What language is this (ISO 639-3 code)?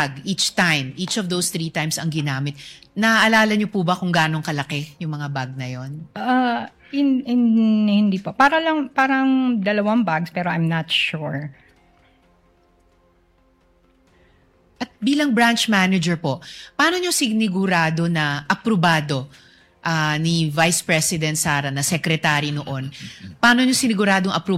fil